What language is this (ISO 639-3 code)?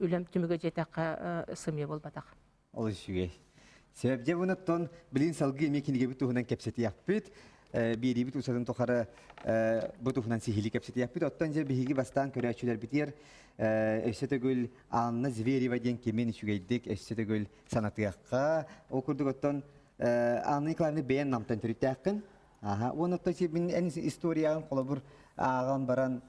sah